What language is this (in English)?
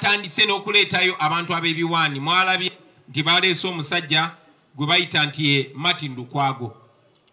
Ganda